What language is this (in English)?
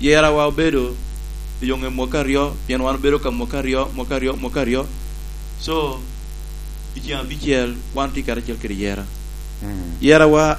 Lango (Uganda)